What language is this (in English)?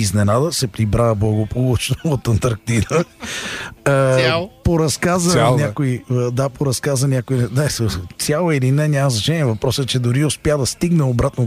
Bulgarian